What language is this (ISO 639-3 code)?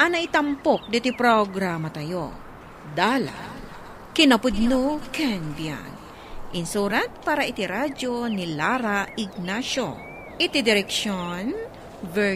ilo